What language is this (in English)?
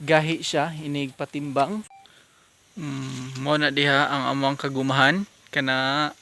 Cebuano